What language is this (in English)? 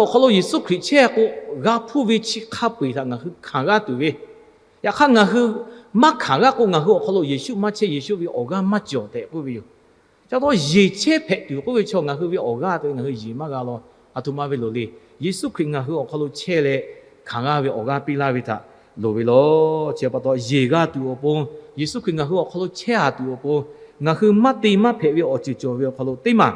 Lahu